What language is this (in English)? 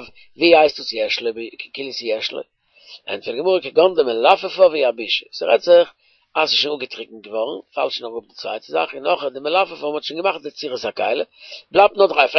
Yiddish